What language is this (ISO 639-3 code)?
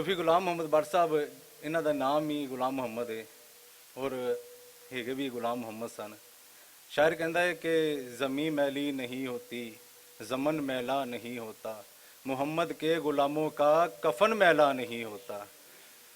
lah